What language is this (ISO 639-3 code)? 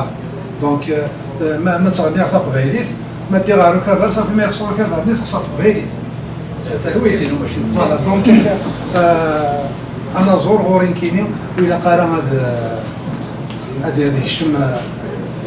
kab